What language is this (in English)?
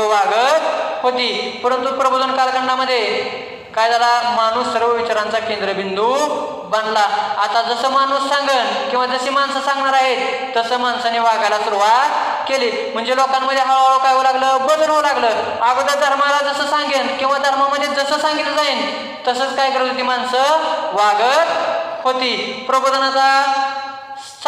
Marathi